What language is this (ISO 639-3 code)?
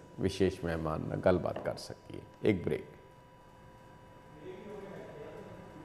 pan